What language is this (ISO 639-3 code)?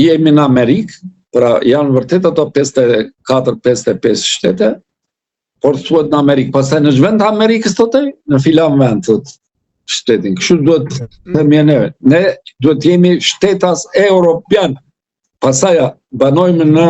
sqi